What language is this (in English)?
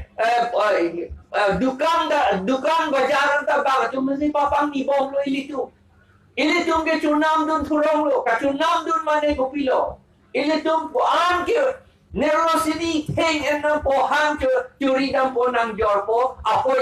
Karbi